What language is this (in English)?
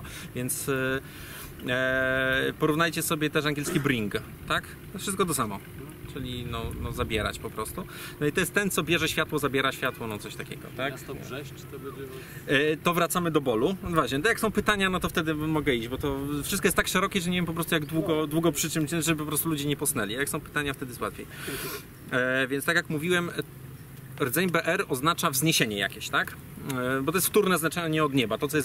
Polish